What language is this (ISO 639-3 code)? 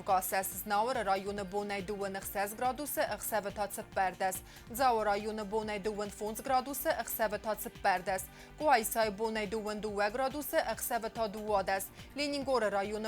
oss